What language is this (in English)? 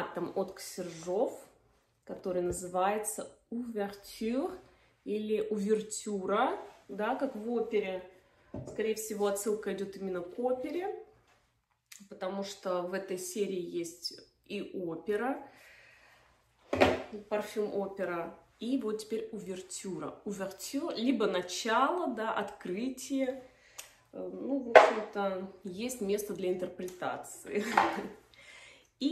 Russian